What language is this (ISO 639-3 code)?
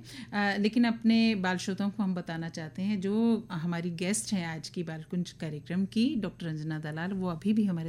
hin